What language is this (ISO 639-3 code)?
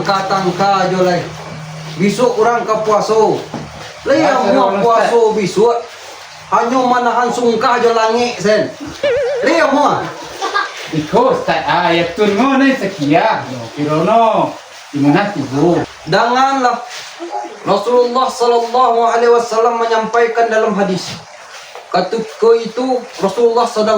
min